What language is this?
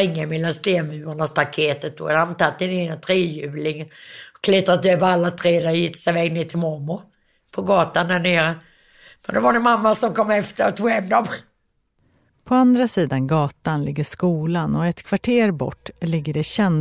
Swedish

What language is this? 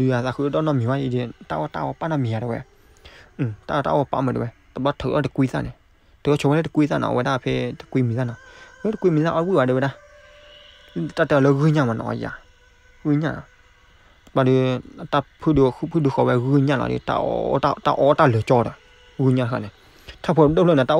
S'gaw Karen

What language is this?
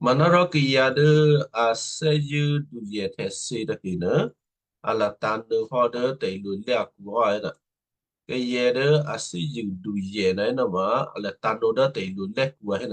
Western Kayah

